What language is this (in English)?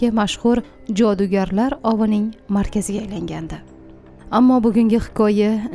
Uzbek